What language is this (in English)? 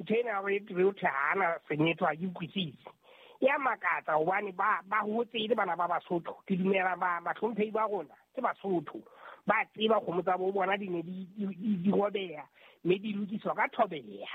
Southern Sotho